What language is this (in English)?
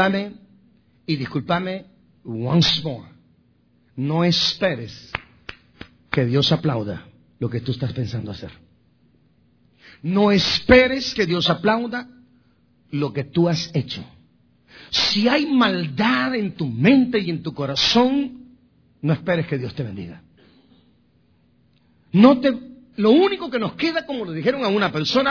Spanish